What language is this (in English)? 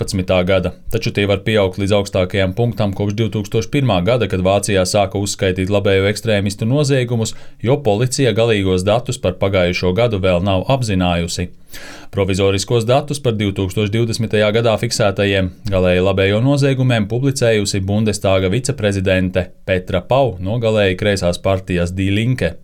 Latvian